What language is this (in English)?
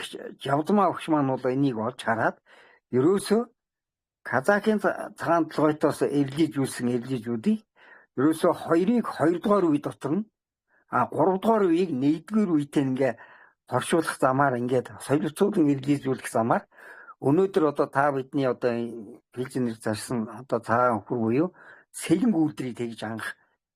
Mongolian